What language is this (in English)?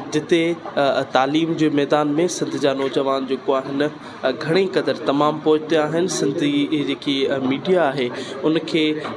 Sindhi